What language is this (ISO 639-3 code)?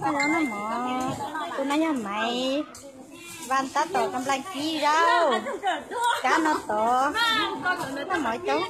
hmn